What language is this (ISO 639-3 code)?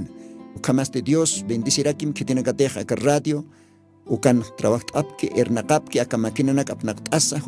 aym